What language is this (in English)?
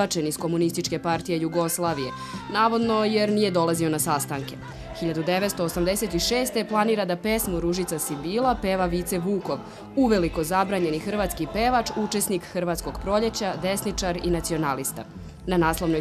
Serbian